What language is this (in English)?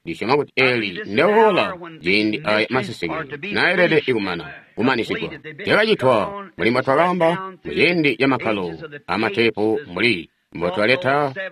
Tonga (Zambia)